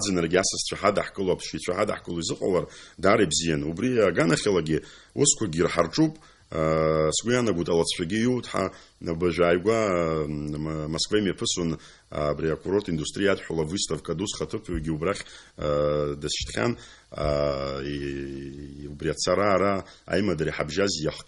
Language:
Abkhazian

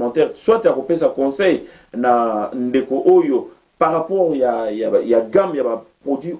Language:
Lingala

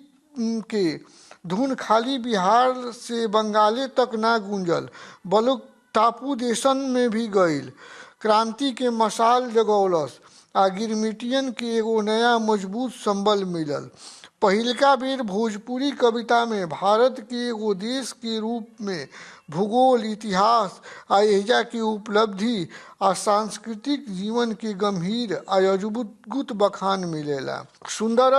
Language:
Bhojpuri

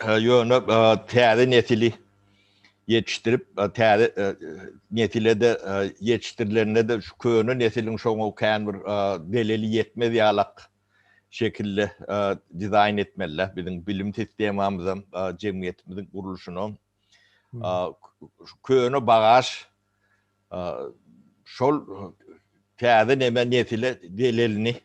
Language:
Turkmen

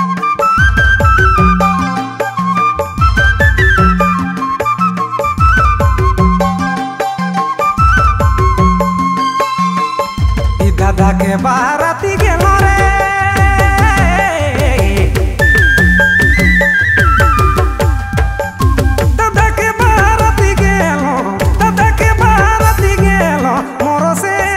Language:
Sadri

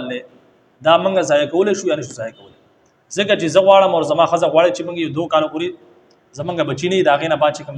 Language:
Pashto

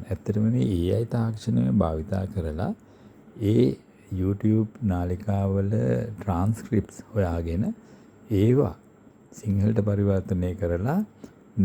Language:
Sinhala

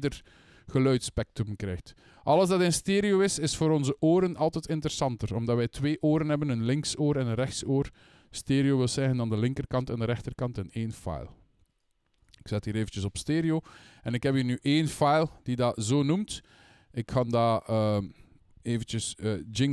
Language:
Dutch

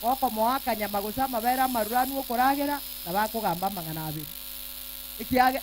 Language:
Gusii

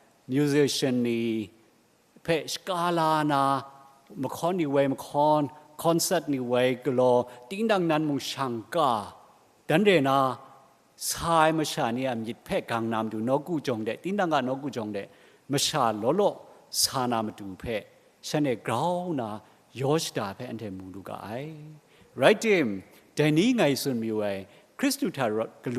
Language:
Kachin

